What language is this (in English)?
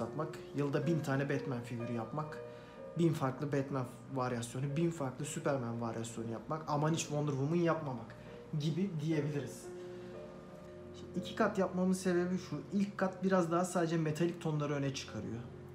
Turkish